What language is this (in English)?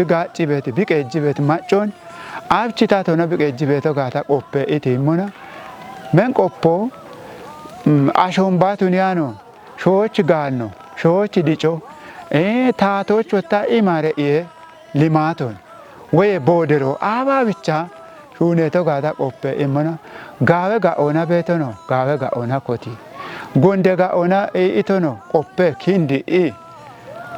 Kafa